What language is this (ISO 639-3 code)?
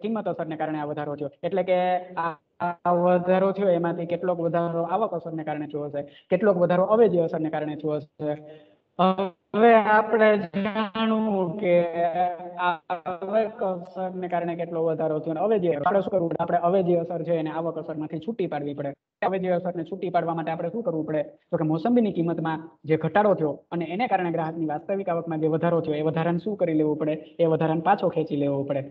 guj